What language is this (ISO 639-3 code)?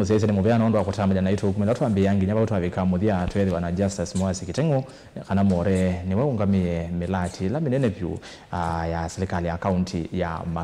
kam